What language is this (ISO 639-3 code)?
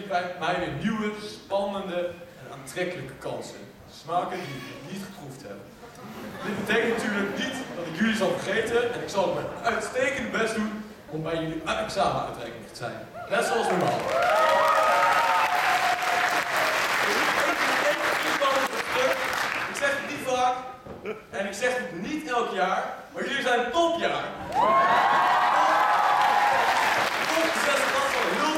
nld